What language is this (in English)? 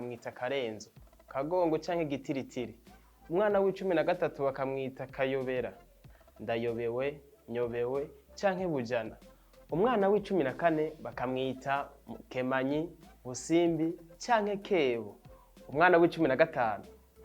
Rundi